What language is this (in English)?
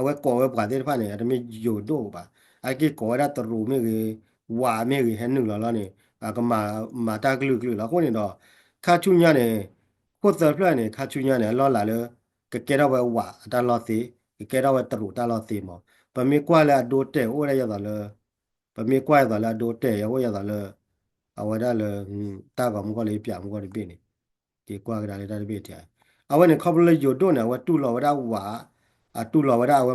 S'gaw Karen